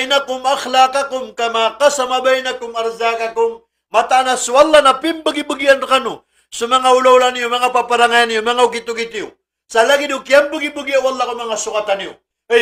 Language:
Maranao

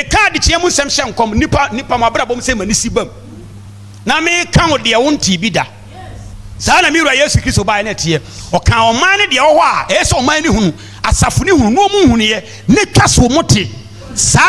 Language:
Akan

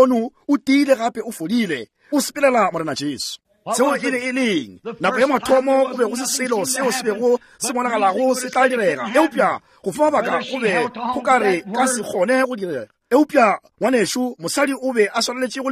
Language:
Northern Sotho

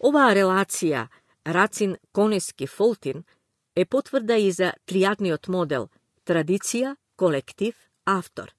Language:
Macedonian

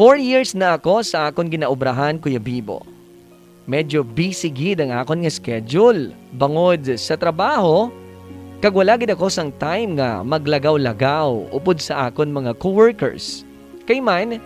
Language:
Hiligaynon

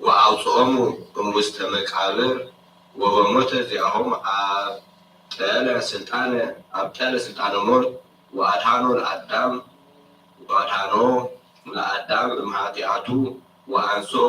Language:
Geez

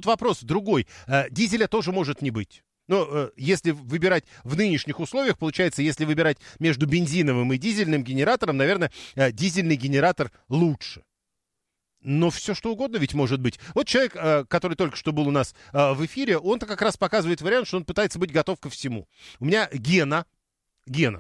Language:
Russian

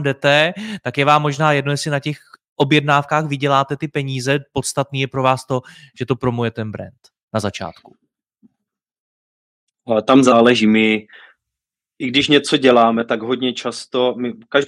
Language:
Czech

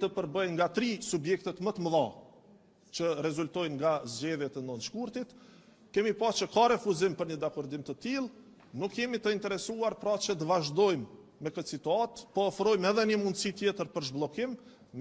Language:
Albanian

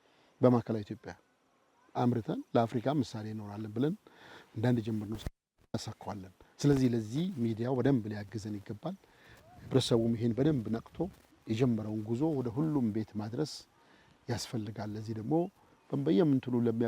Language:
Amharic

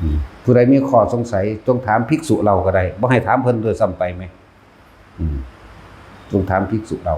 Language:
Northeastern Thai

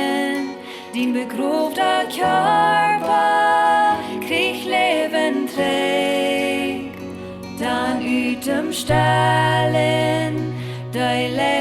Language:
Plautdietsch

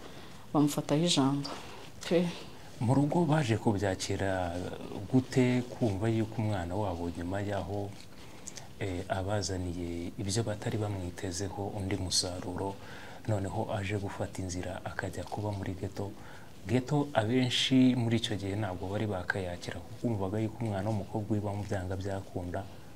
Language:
Kinyarwanda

